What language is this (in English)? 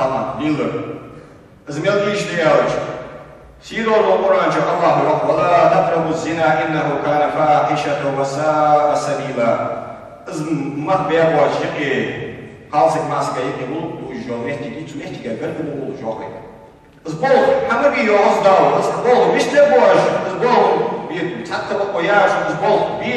Ingush